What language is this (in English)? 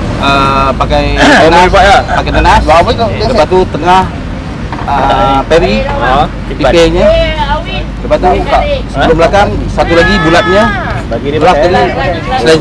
Malay